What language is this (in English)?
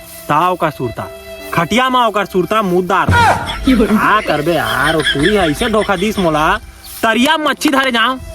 Chhattisgarhi